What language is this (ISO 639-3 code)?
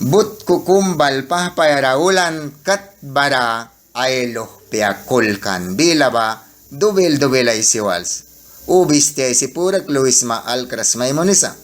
miq